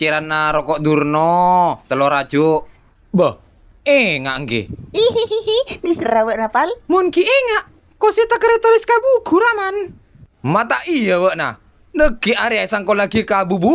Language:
Madurese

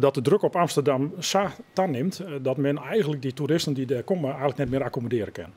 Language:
Western Frisian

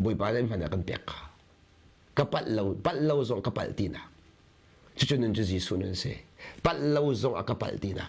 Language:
Hakha Chin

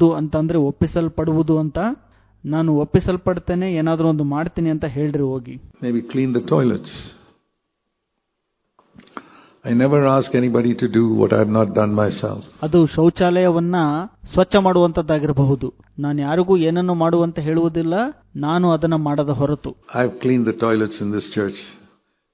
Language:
Kannada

